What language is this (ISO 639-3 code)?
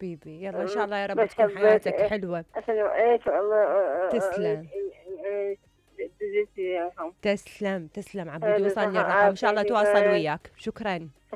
acm